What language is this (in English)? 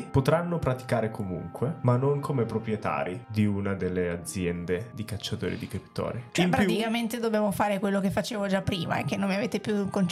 Italian